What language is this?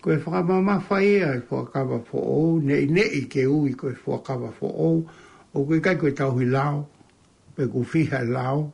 Tongan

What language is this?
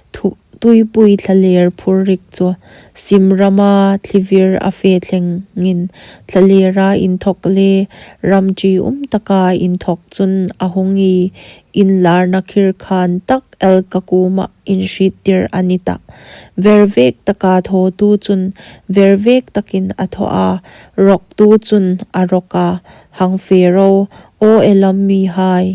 Hmar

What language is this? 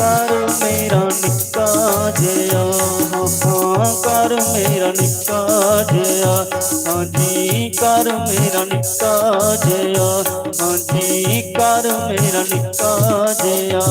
Dogri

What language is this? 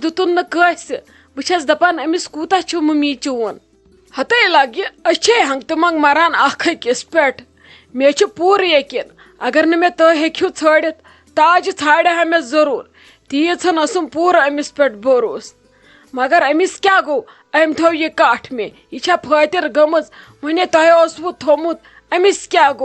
Kashmiri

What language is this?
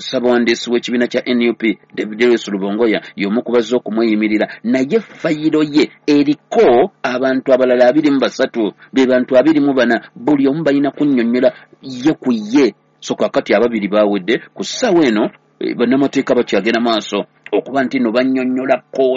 Ganda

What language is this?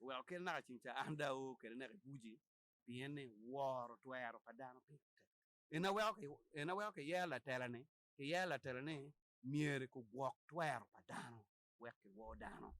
Acoli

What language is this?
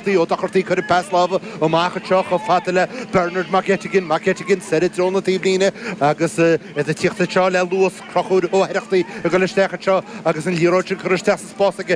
Irish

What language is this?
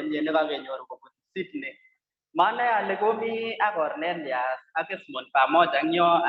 Kalenjin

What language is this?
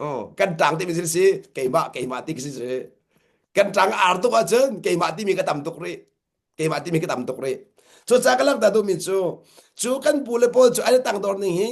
Hakha Chin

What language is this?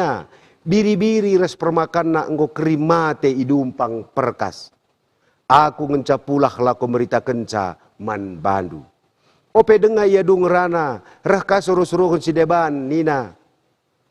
Batak Karo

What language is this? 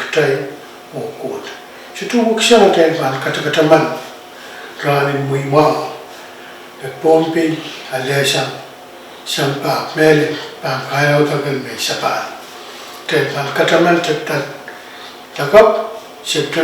Pohnpeian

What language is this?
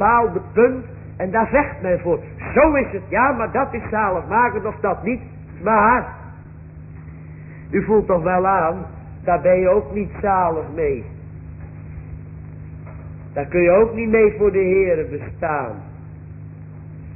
Dutch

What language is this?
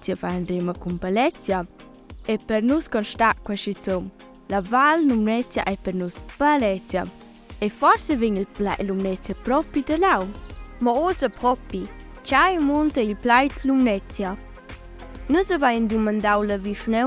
Romansh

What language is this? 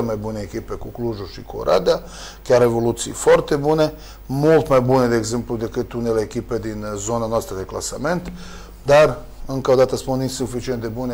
Romanian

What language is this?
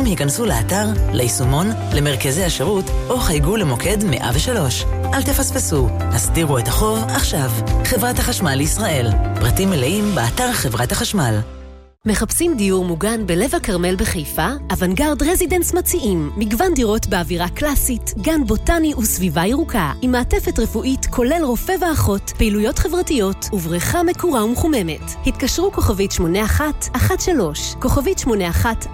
Hebrew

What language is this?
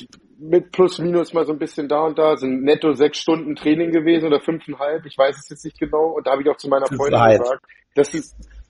German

